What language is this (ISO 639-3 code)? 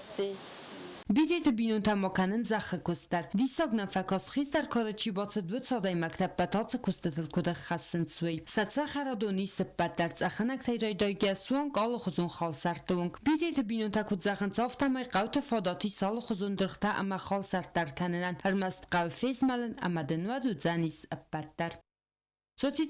oss